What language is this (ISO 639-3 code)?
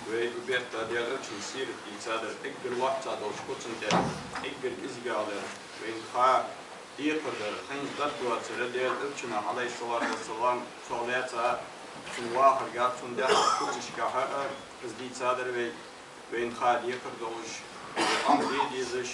inh